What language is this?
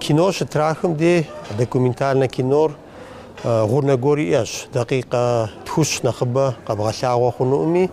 Kabardian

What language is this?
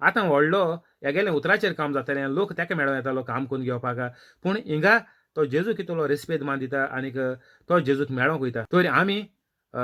Konkani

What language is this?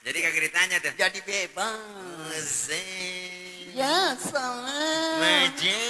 Betawi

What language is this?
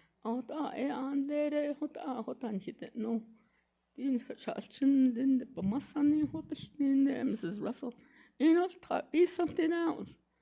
Navajo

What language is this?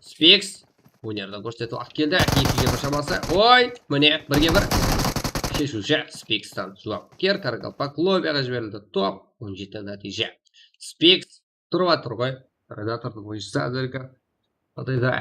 Kara-Kalpak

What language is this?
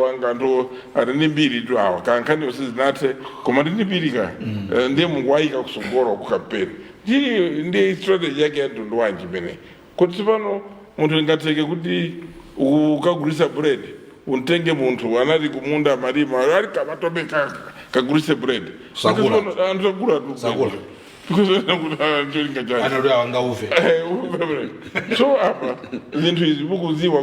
Nyanja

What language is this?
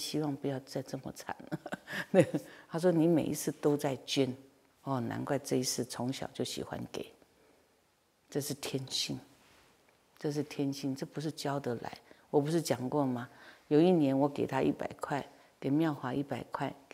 Chinese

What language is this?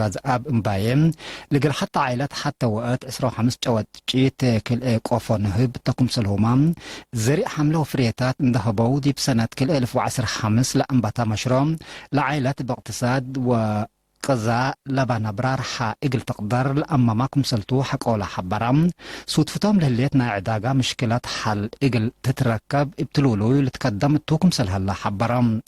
Tigre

